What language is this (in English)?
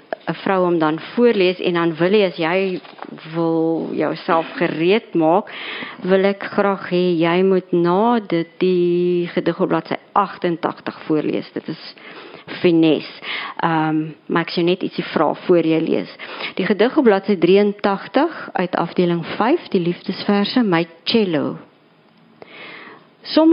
Afrikaans